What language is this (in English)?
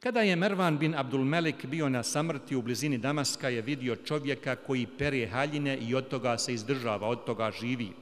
Bosnian